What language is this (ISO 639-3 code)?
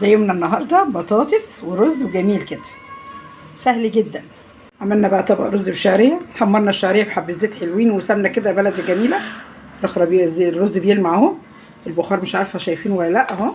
arz